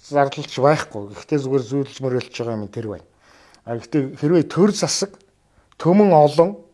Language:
Mongolian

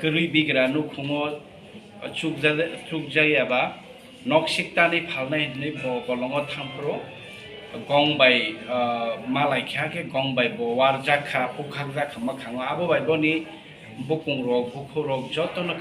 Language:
Kok Borok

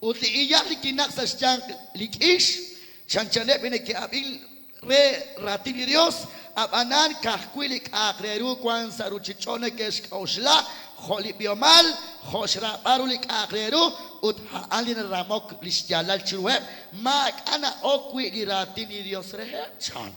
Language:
Kekchí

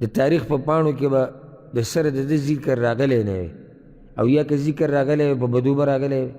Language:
Pashto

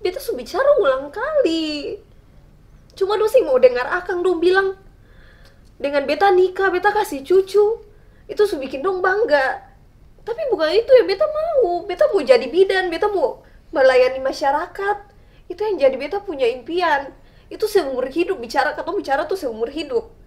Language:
Ambonese Malay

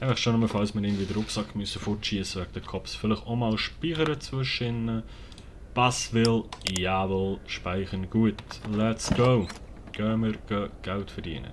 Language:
Swiss German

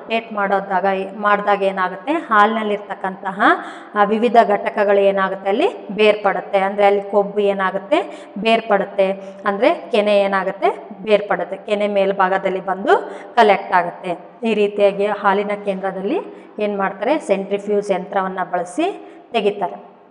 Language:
Kannada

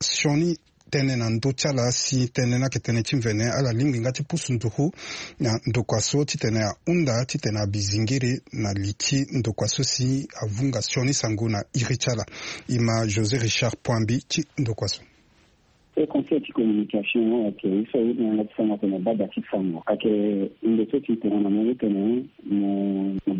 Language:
Sango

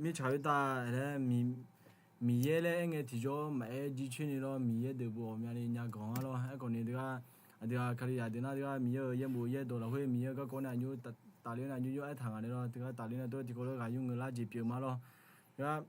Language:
Akha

